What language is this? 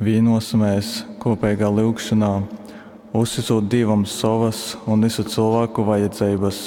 Latgalian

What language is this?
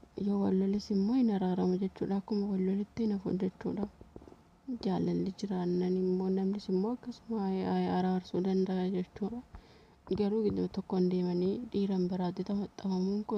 Oromo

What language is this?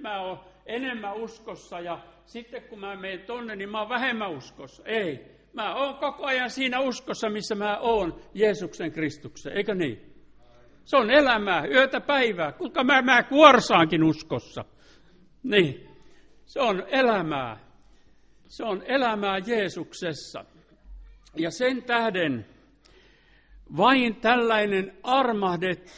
Finnish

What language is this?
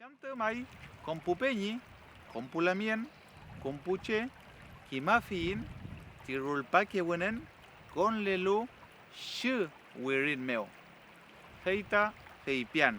Mapuche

